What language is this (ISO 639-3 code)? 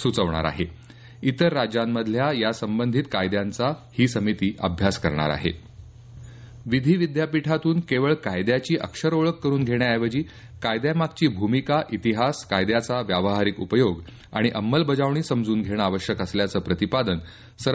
mar